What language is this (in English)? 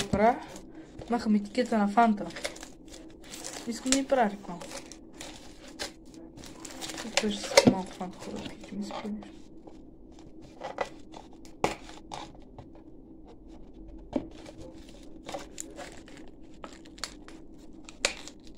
Bulgarian